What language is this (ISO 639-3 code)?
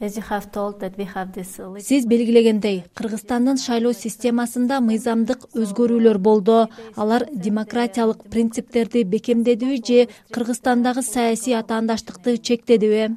kir